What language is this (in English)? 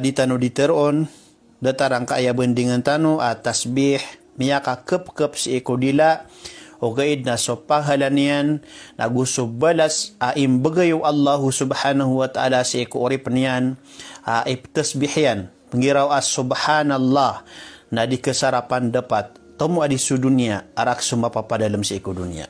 Maranao